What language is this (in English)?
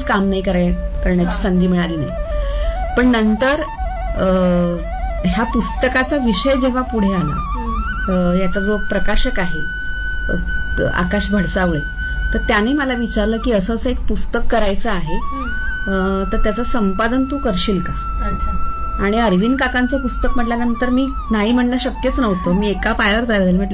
Marathi